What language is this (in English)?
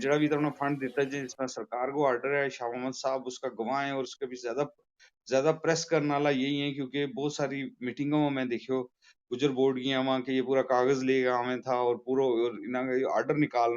Gujari